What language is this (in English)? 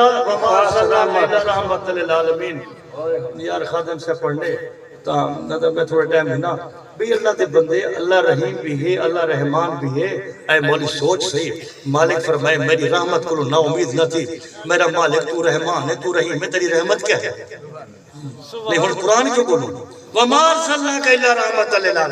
Saraiki